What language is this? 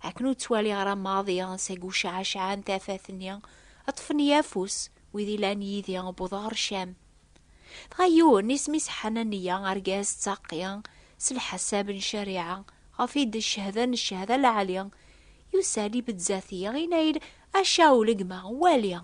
Kabyle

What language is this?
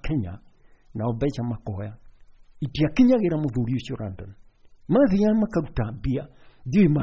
Kikuyu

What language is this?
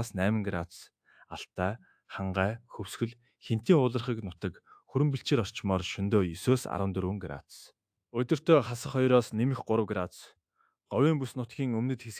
Mongolian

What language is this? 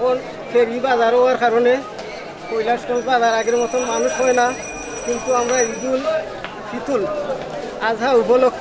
Sylheti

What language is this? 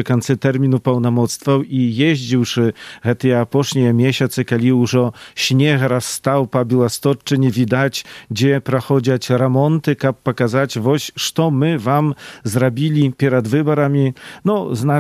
Belarusian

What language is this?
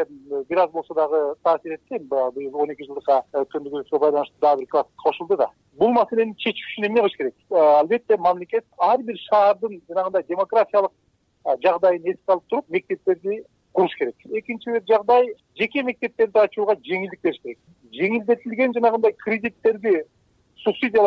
Kyrgyz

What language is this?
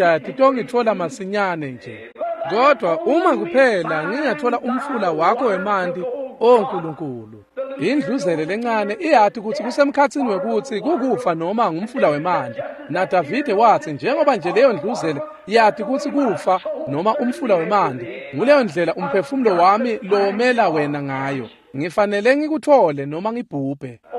Swati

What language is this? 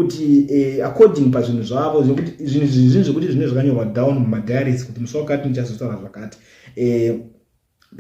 Shona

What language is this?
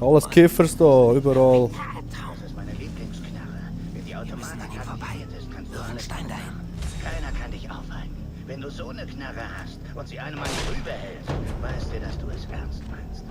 Swiss German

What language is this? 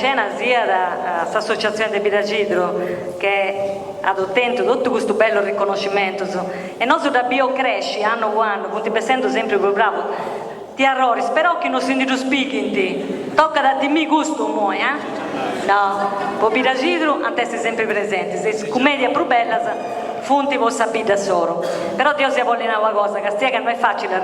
Sardinian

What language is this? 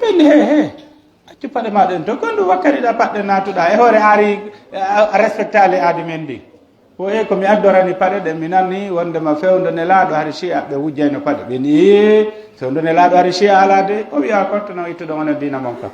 Pular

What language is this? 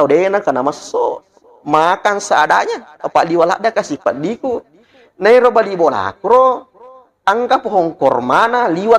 Buginese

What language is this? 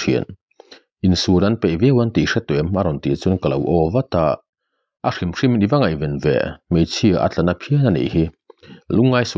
Mizo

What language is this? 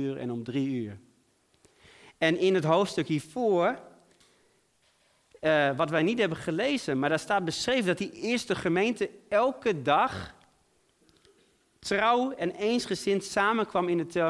Dutch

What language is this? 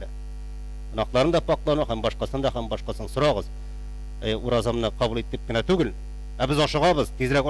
Tatar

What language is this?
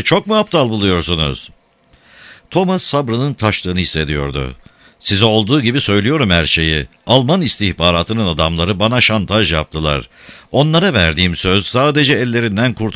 Turkish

